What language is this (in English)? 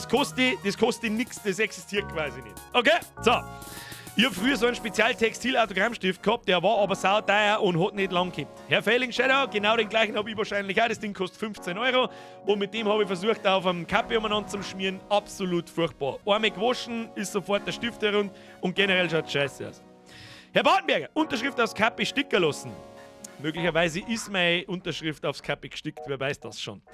Bavarian